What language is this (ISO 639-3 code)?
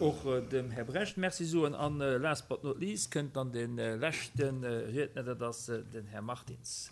ltz